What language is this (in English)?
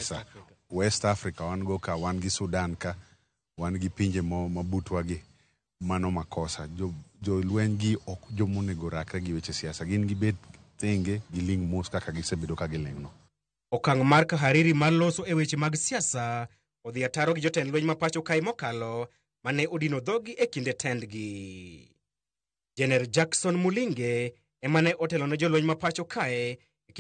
Luo (Kenya and Tanzania)